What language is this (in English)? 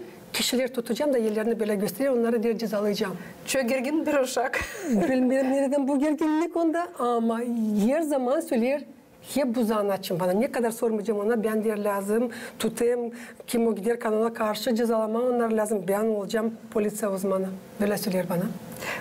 Gagauz